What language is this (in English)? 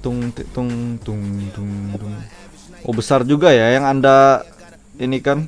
Banjar